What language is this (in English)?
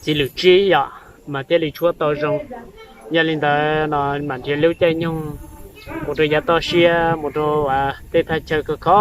Hmong